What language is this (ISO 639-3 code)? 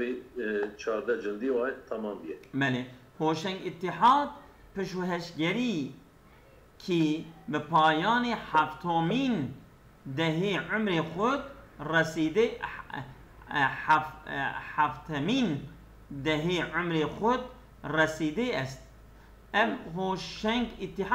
kur